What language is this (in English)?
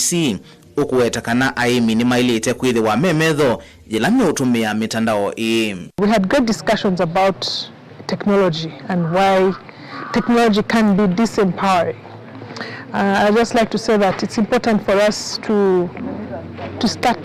Kamba